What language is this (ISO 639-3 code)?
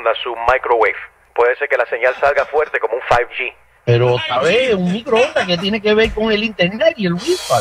spa